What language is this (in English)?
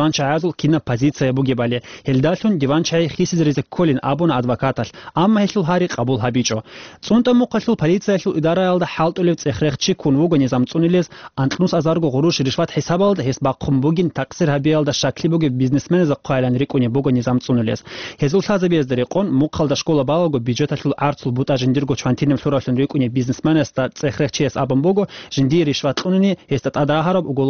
Avaric